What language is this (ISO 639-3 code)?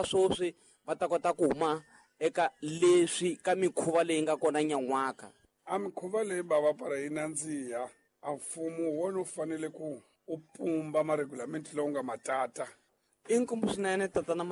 tso